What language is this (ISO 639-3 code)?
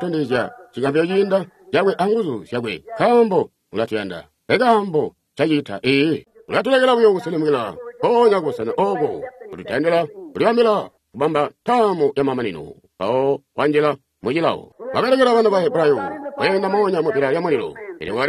toi